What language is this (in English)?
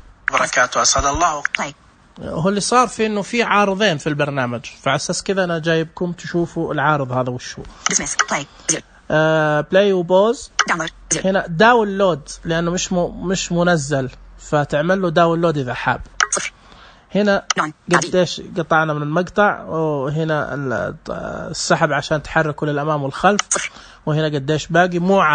Najdi Arabic